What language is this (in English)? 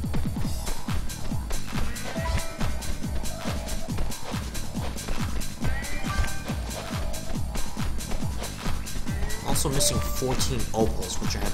English